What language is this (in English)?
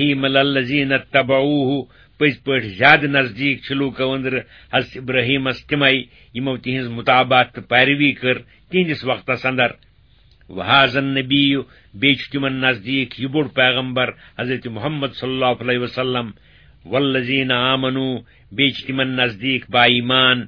Kashmiri